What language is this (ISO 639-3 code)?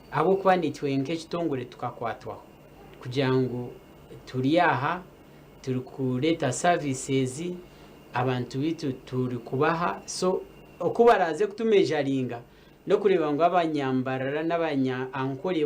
nyn